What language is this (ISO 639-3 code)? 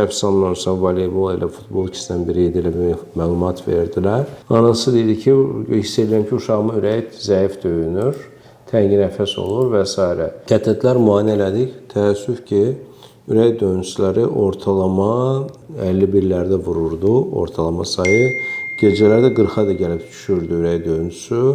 aze